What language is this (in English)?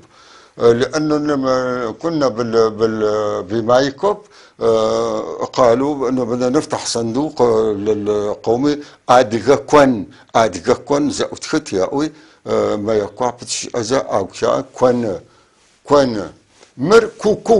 North Levantine Arabic